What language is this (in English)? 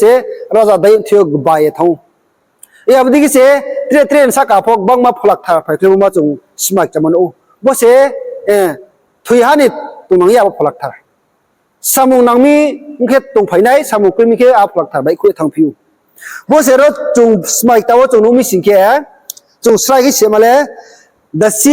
Riang (India)